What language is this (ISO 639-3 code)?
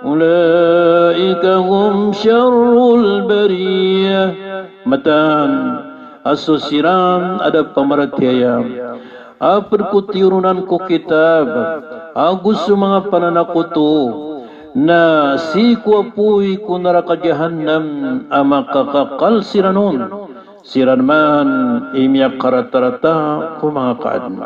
mrw